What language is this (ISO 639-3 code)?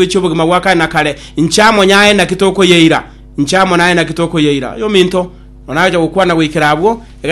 guz